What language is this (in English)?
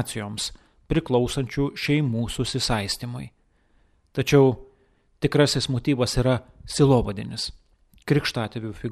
Lithuanian